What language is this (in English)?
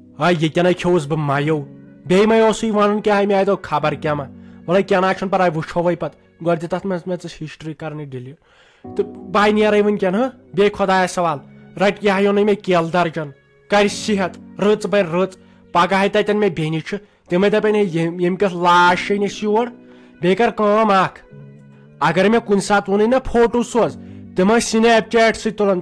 Kashmiri